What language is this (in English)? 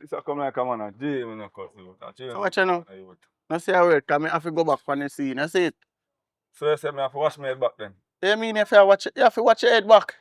Jamaican Creole English